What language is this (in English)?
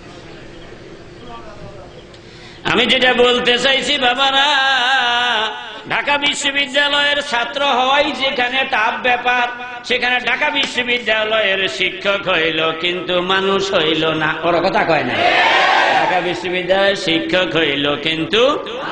Bangla